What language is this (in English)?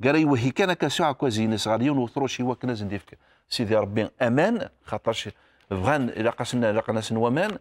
Kabyle